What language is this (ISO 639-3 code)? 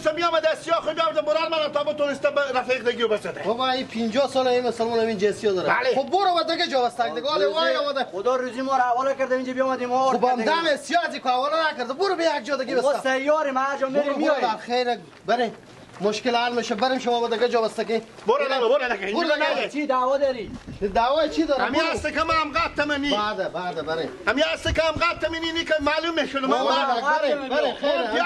fas